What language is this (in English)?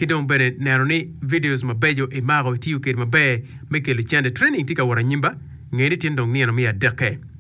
Acoli